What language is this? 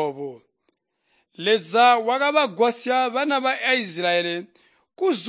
Tonga (Zambia)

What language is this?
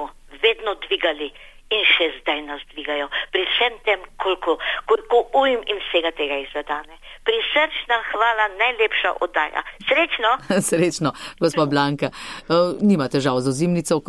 Slovenian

